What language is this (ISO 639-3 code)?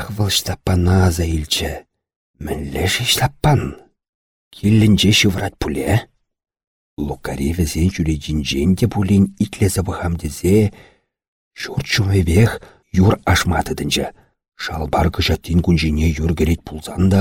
chv